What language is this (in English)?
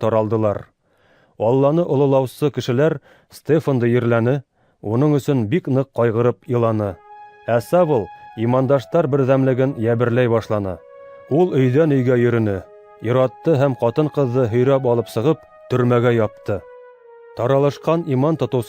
Bashkir